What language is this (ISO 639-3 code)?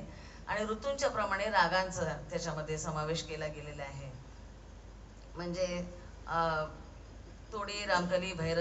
mar